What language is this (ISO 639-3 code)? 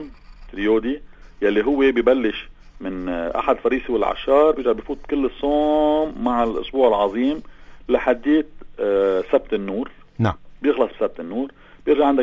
apc